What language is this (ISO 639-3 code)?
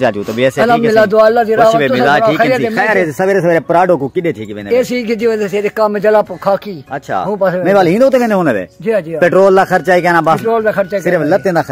skr